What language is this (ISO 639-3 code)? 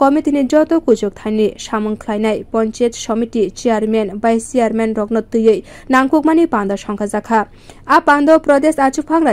trp